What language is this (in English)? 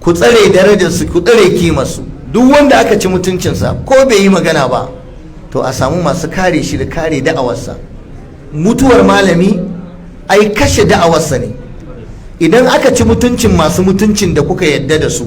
Hausa